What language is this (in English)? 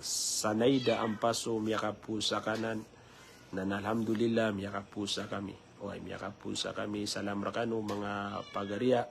Maranao